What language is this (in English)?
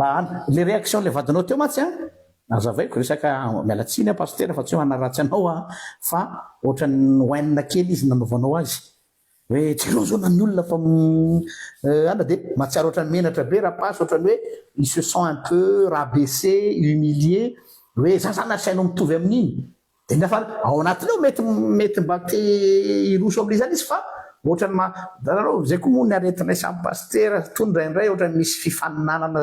Malagasy